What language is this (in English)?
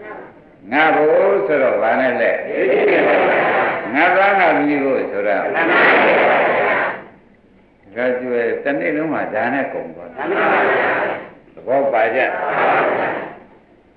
Burmese